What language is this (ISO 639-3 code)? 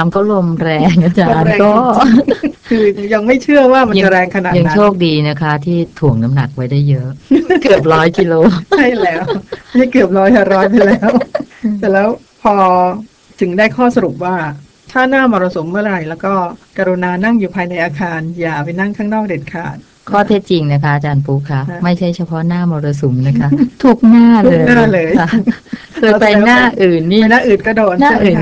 tha